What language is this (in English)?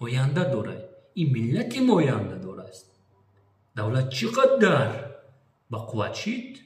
Tajik